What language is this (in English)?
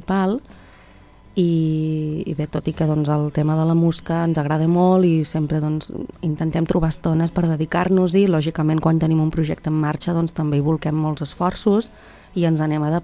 Catalan